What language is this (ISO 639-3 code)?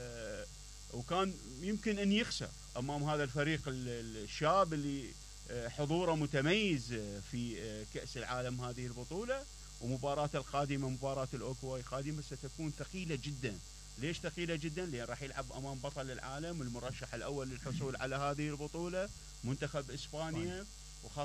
acm